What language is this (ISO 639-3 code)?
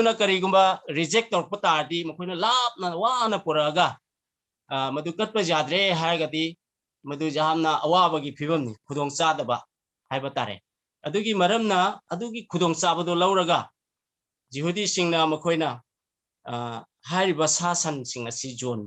mni